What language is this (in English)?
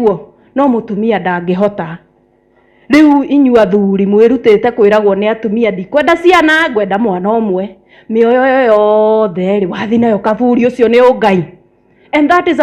Kikuyu